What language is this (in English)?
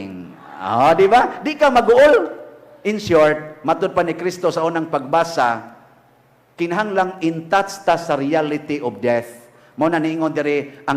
Cebuano